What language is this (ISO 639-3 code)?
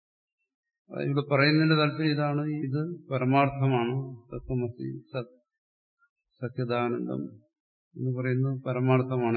mal